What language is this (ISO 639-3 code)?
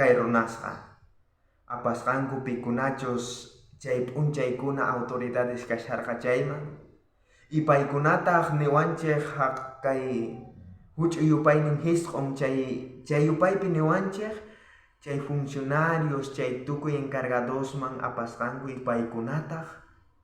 quh